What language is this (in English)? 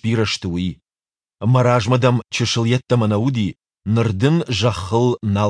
Ossetic